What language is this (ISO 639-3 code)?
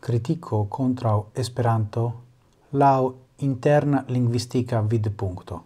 epo